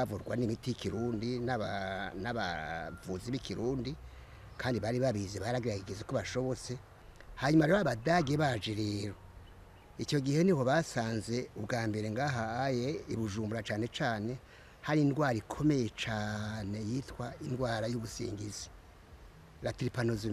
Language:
Rundi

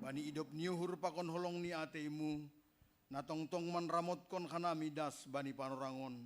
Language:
Batak Simalungun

